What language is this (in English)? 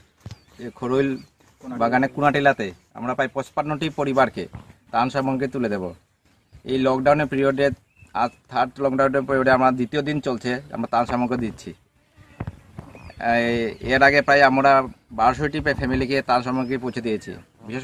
Bangla